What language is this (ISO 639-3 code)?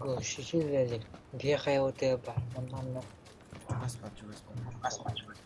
sah